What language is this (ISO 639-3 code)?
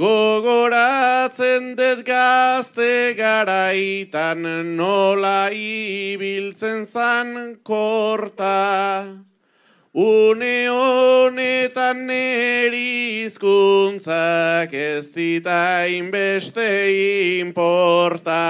eus